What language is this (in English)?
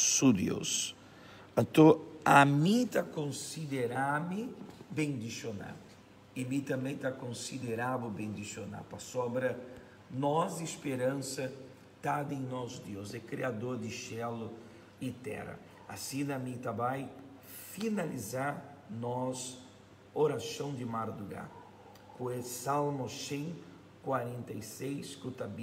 Papiamento